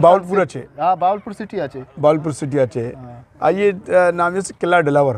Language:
Eastern Balochi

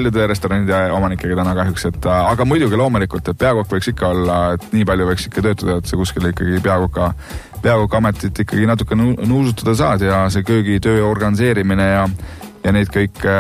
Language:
Estonian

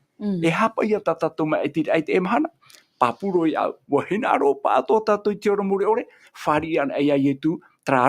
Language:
Tahitian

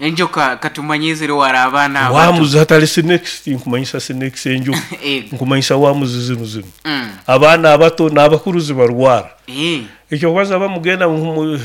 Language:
Nyoro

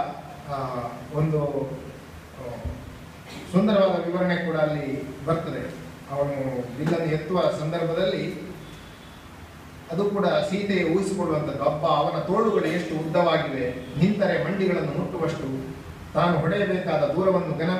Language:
Kannada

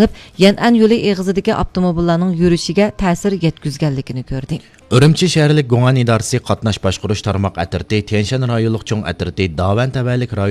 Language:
Uyghur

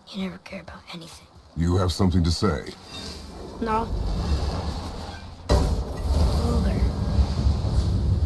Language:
English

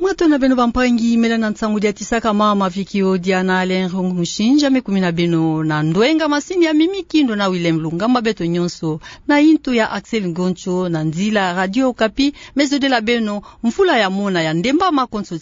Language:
Kituba (Democratic Republic of Congo)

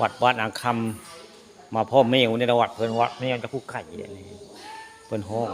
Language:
Northeastern Thai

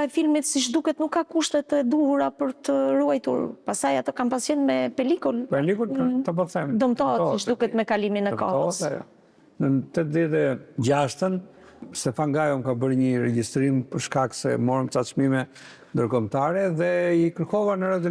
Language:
Albanian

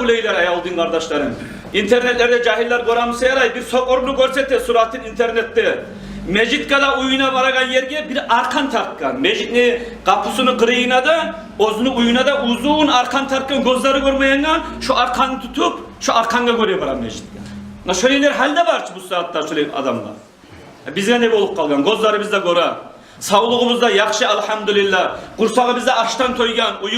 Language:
Kumyk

